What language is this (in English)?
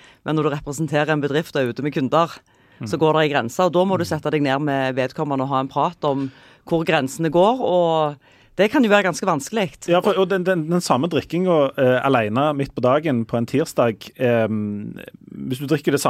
Norwegian